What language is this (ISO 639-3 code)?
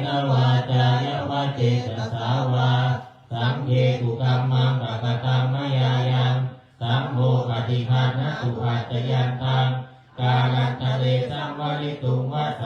pli